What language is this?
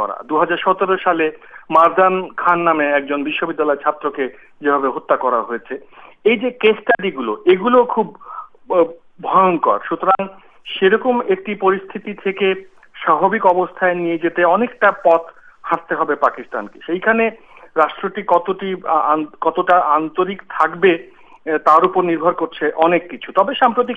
Bangla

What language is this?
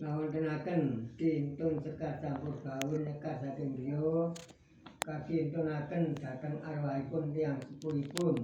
Javanese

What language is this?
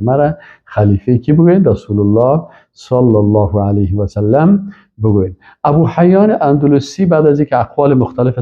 Persian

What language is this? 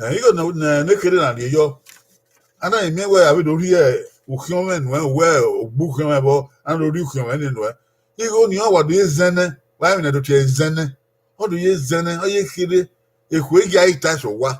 Bini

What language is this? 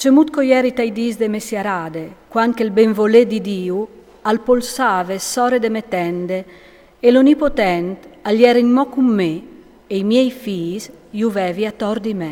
Friulian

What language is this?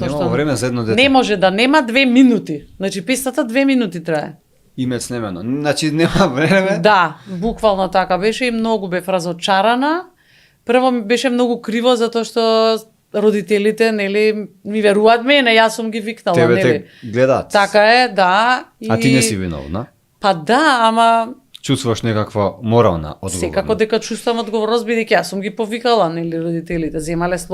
Macedonian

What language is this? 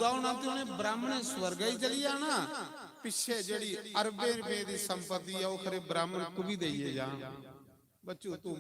Dogri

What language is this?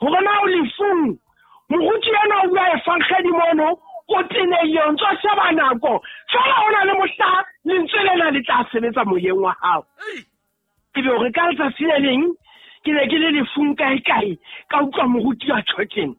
Southern Sotho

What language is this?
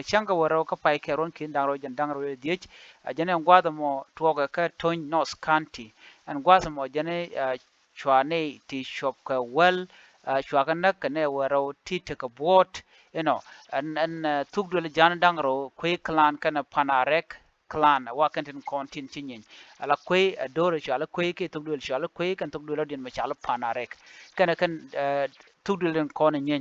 Nuer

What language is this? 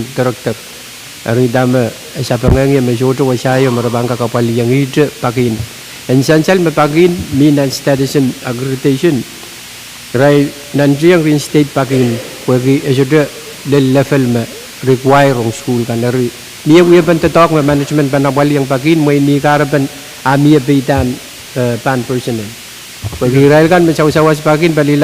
Pohnpeian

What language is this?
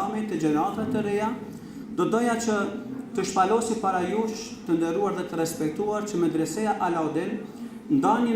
Albanian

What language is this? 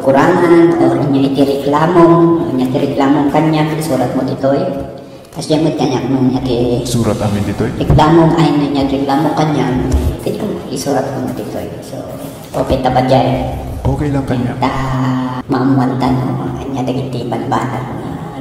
Iloko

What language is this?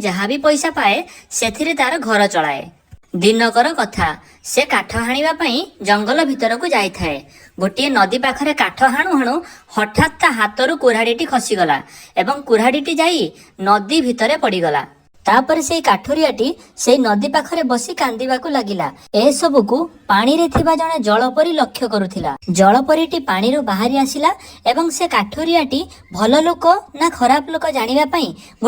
Odia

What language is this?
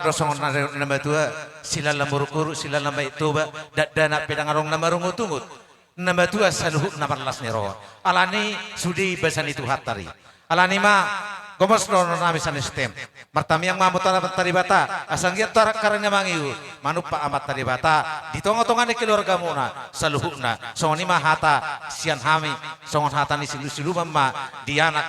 Batak Toba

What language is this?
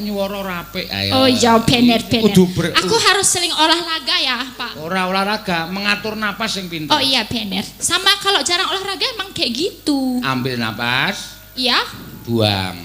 Javanese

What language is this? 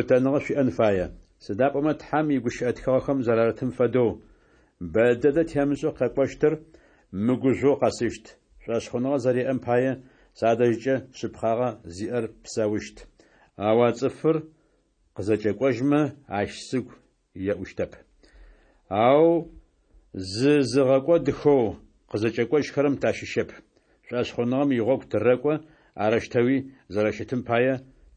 Adyghe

